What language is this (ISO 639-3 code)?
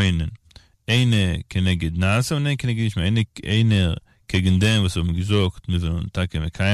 yid